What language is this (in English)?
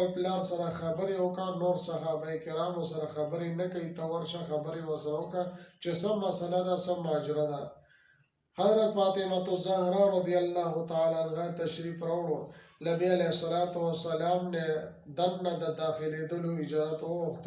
Pashto